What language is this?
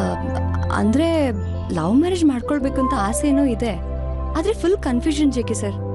Kannada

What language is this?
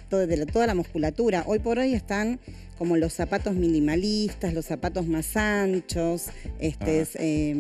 Spanish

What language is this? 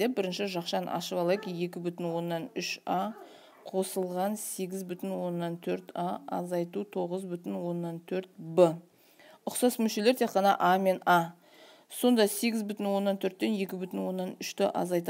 Kazakh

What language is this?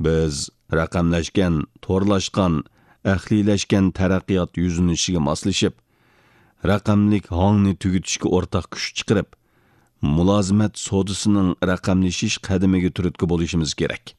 Uyghur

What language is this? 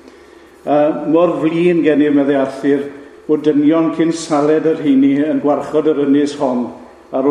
Welsh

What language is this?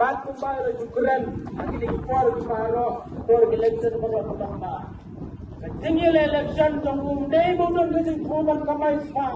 Khasi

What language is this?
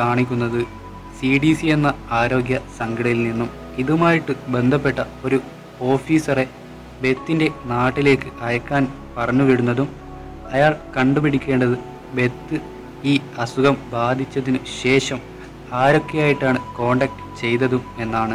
Malayalam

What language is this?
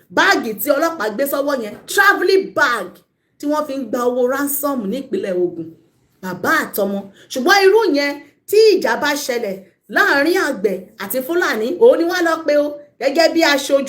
Yoruba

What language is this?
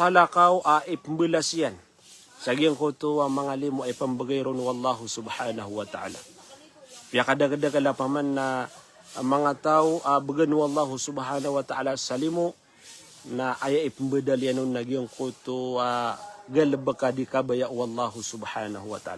Maranao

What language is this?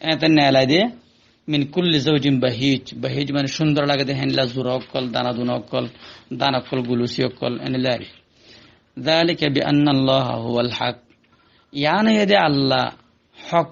Rohingya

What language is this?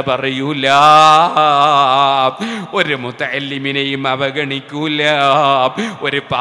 Malayalam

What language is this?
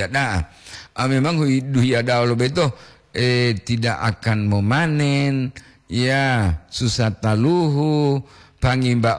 Gorontalo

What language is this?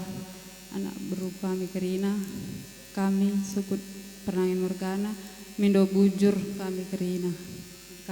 Batak Karo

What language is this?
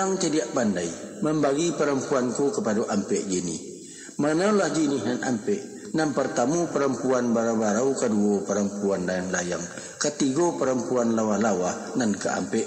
Minangkabau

